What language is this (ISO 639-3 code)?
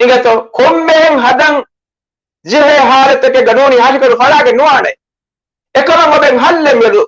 div